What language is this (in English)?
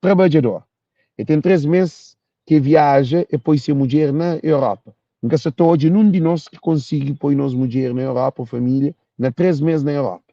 Kabuverdianu